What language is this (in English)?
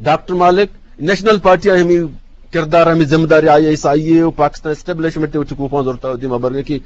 Eastern Balochi